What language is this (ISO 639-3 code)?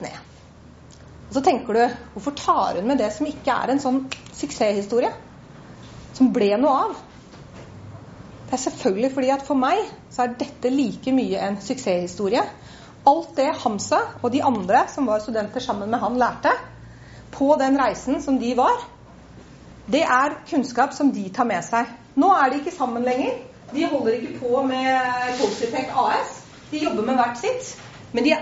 nor